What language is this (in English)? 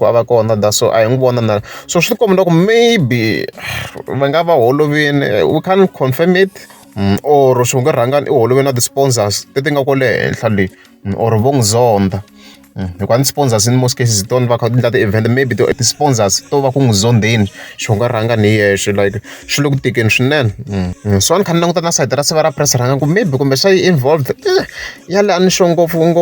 Tsonga